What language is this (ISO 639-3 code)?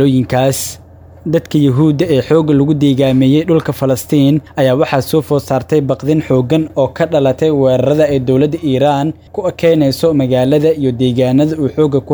som